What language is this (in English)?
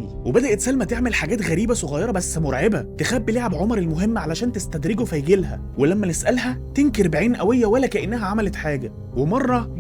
Egyptian Arabic